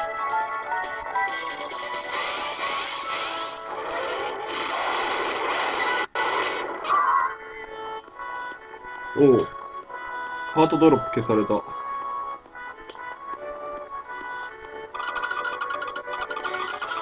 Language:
Japanese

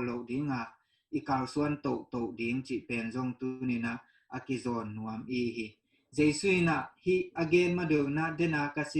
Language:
Tedim Chin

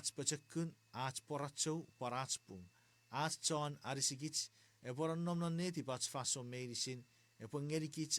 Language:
Chuukese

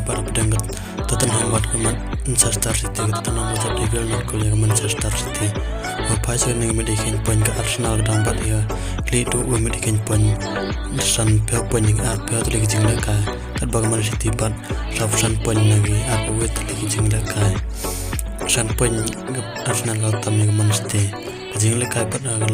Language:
Khasi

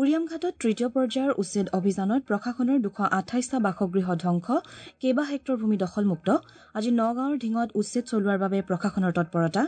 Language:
Assamese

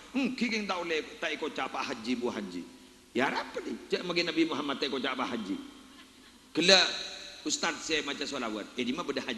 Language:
Madurese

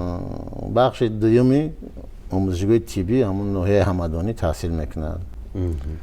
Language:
Tajik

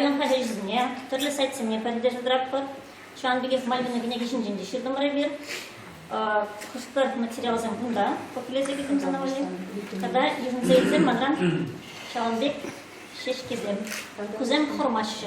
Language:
Chuvash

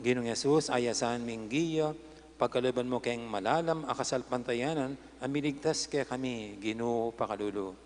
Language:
Pampanga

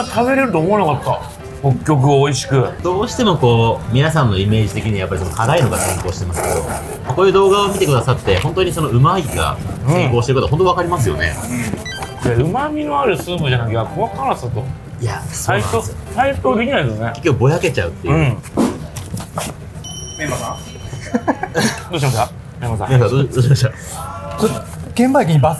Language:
Japanese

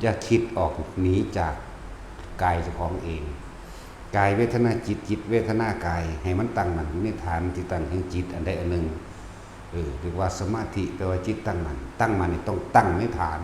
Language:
Northeastern Thai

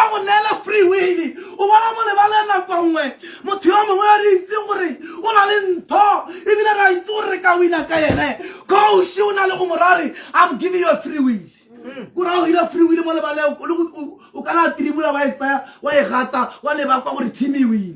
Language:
Tswana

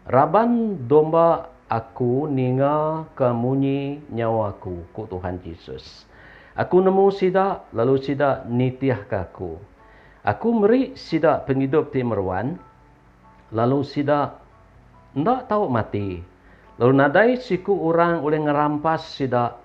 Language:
Iban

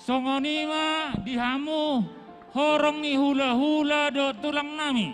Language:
Batak Toba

